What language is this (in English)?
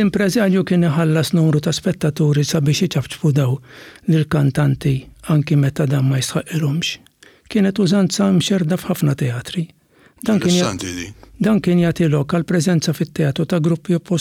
Maltese